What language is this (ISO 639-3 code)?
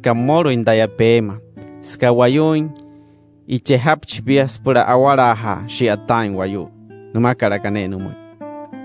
guc